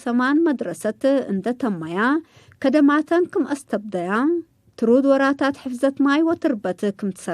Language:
Tigre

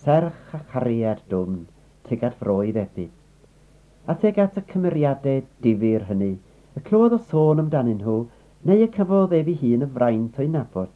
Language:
Welsh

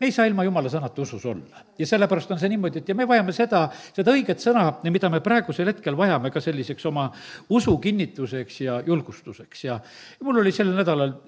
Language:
Estonian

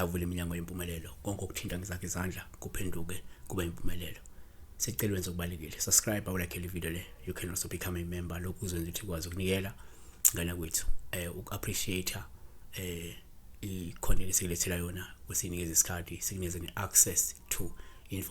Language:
Zulu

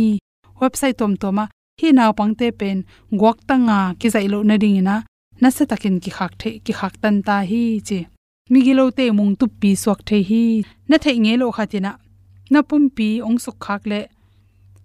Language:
Tedim Chin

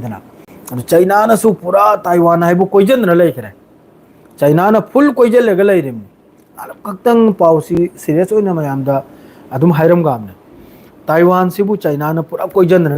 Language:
Manipuri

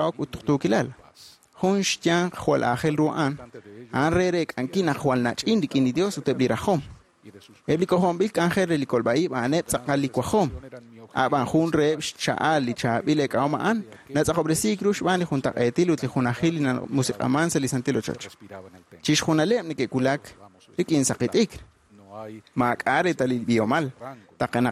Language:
Kekchí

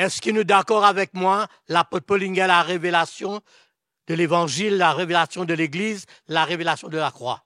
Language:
Morisyen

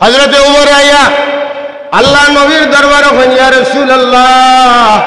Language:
Sylheti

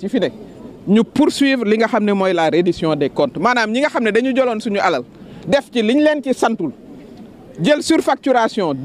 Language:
Wolof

